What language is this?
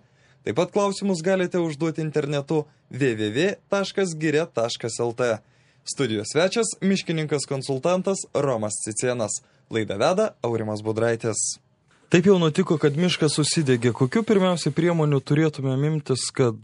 Lithuanian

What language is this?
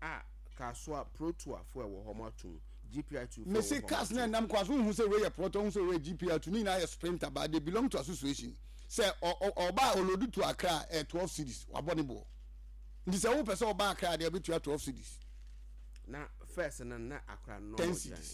Akan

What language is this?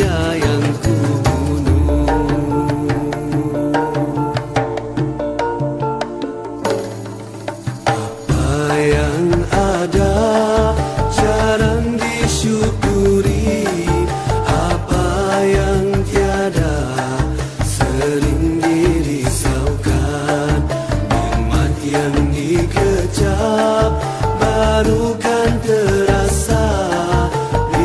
Malay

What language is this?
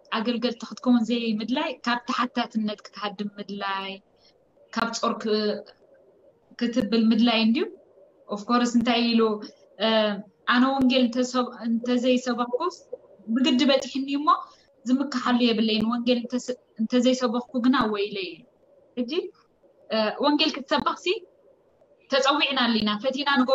Tigrinya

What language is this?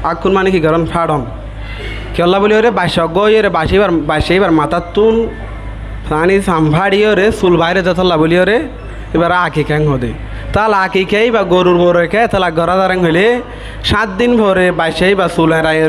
Rohingya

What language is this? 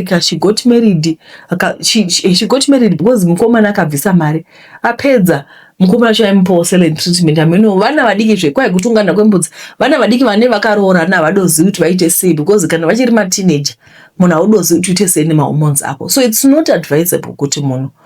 Shona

